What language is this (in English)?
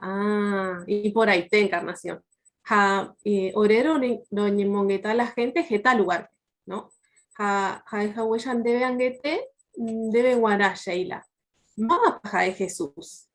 Guarani